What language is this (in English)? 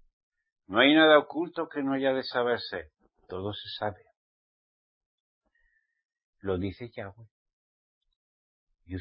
Spanish